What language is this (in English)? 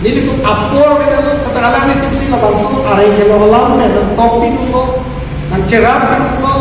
Karbi